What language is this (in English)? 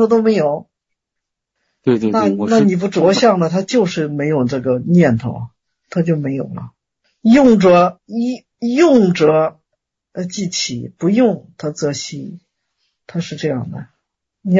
Chinese